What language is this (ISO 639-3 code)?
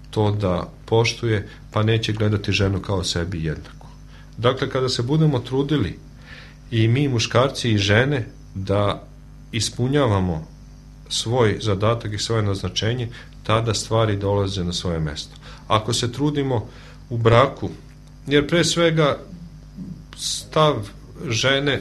srp